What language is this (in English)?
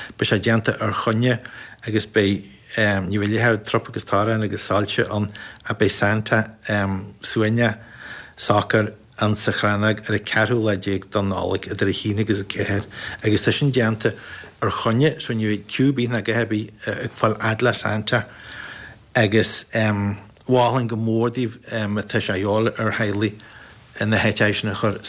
Irish